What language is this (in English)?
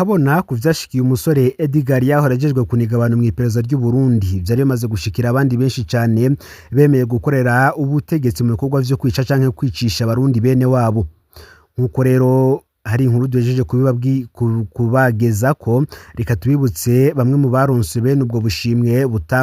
Rundi